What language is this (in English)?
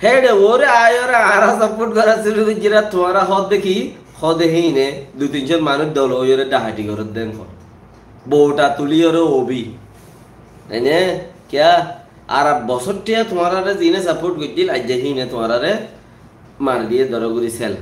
Rohingya